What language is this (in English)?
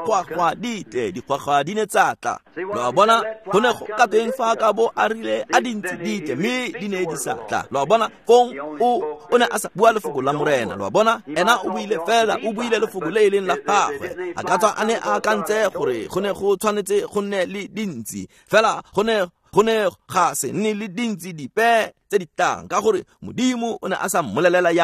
Tswana